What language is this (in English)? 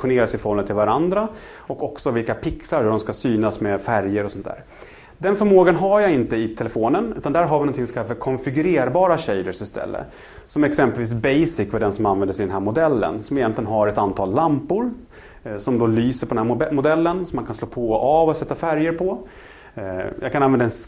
Swedish